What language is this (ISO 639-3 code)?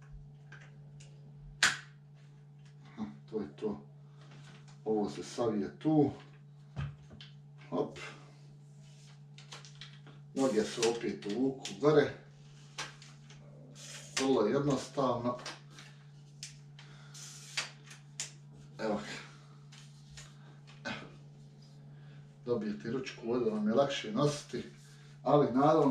hrv